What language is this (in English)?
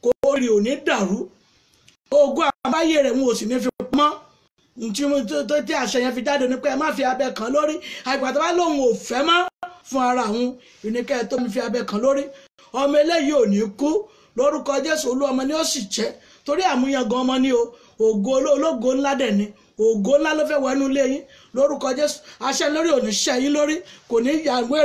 Yoruba